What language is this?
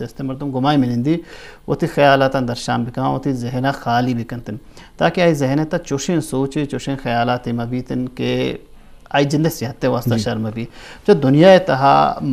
Eastern Balochi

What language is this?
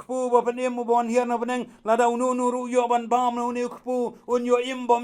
Khasi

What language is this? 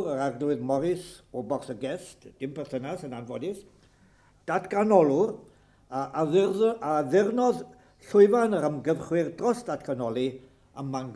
Welsh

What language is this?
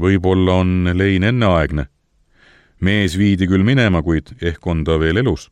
Estonian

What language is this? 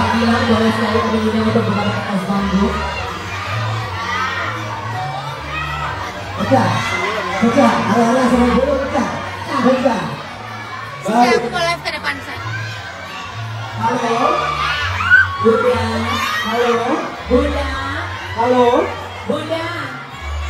Indonesian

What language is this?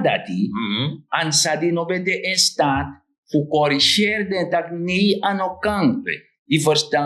Sranan Tongo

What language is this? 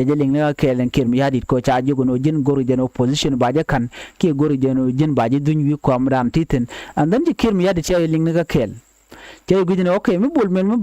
Nuer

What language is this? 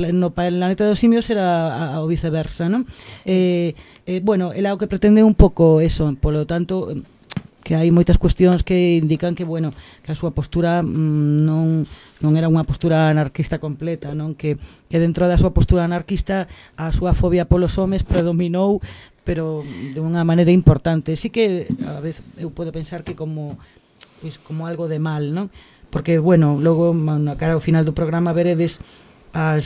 Galician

